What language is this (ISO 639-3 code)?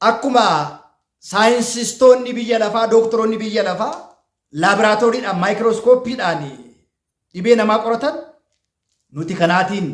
orm